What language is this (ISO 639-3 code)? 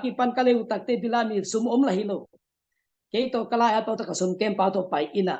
ctd